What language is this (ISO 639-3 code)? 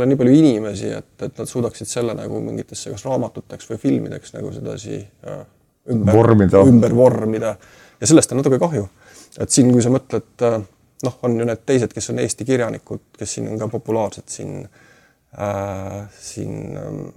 est